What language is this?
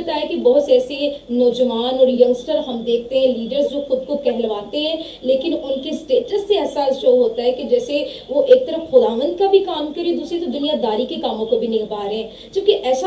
Urdu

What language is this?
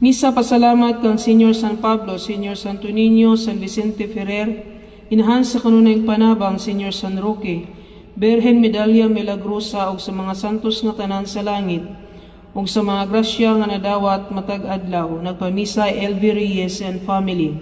Cebuano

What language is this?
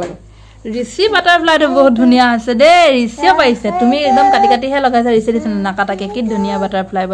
Assamese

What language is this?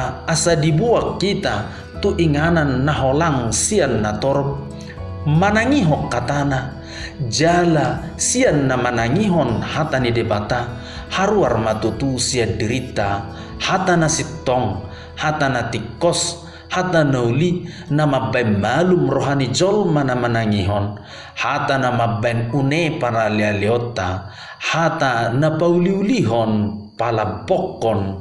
Batak Toba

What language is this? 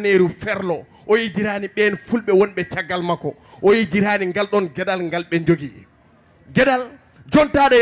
Fula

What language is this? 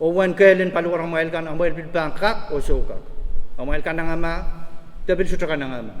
Pohnpeian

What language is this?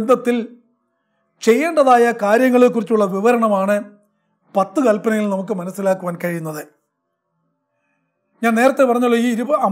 Malayalam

